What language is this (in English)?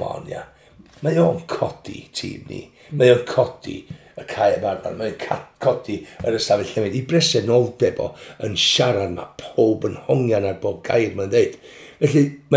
Welsh